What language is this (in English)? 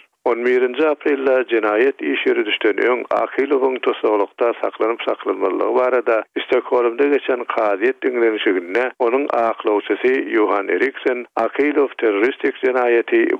Turkmen